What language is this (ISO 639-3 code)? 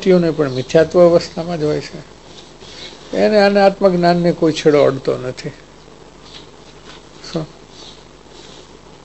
guj